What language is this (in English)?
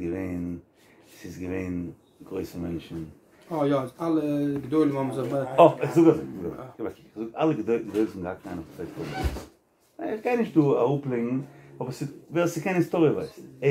Yiddish